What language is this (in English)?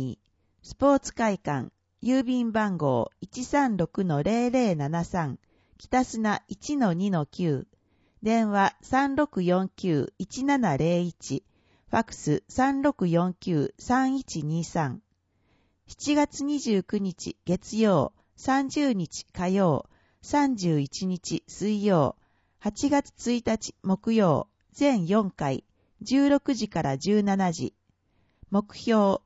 Japanese